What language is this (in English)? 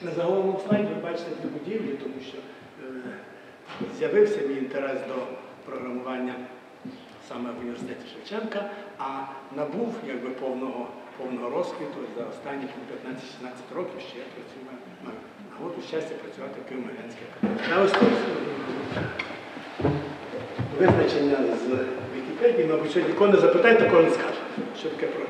Ukrainian